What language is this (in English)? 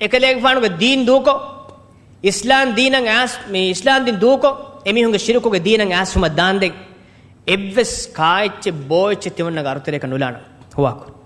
Divehi